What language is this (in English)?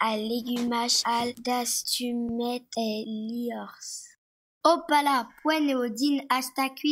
Breton